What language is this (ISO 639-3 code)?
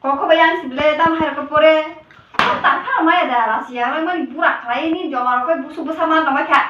trp